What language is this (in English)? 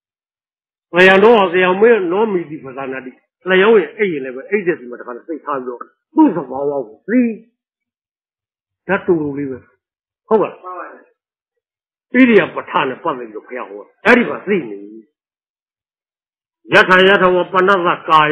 Burmese